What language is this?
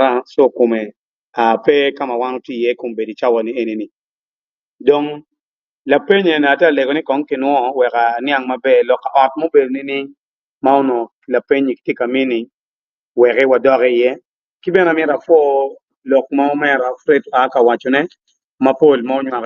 Acoli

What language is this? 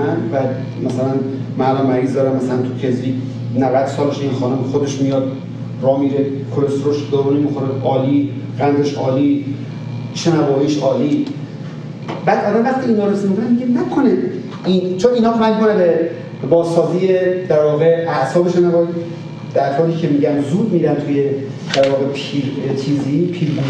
Persian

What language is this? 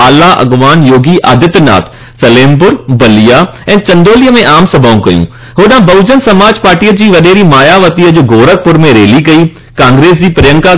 Sindhi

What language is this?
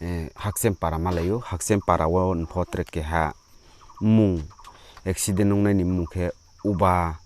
Riang (India)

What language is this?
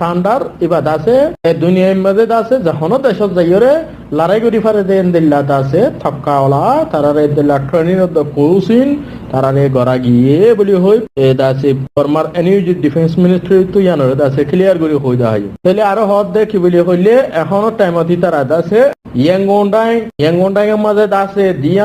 Rohingya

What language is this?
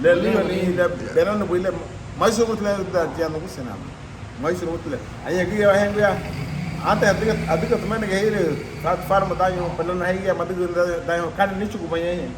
Garifuna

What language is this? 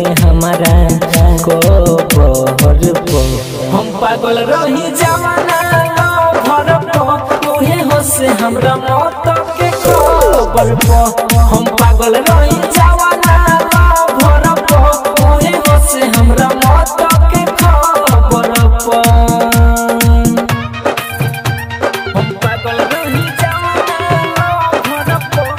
Bhojpuri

